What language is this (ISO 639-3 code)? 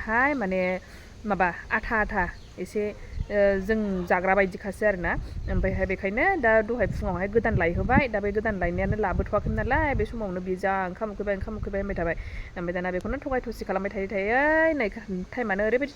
brx